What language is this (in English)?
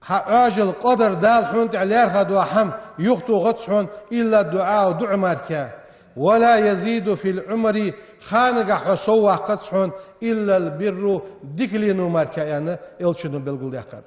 Ingush